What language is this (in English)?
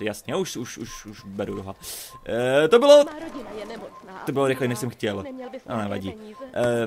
Czech